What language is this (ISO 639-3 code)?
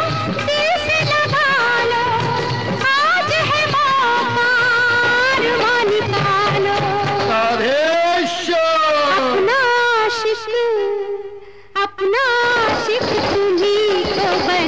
hin